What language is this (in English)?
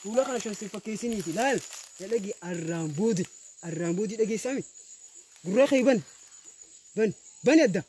Oromo